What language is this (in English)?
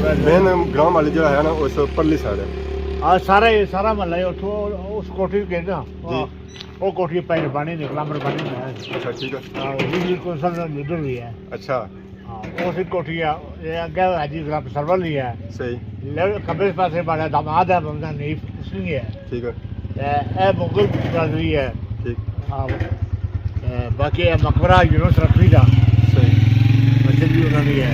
Pahari-Potwari